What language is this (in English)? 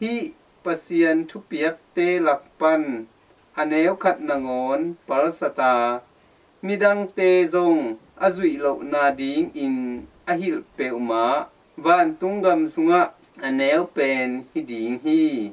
Tedim Chin